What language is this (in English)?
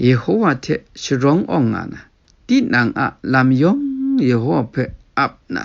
Kachin